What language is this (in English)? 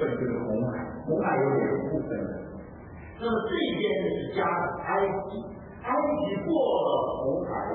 Chinese